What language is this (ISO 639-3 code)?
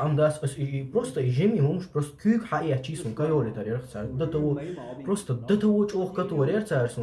che